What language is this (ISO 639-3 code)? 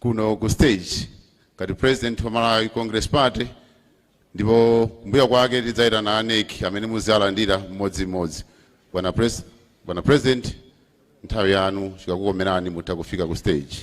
nya